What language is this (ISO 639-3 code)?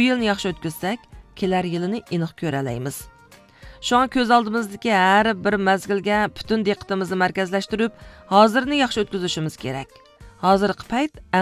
uig